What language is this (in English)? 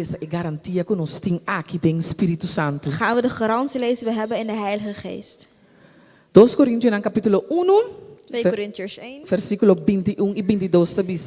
Papiamento